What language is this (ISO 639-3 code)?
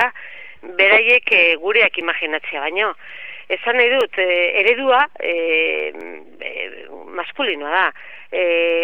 eus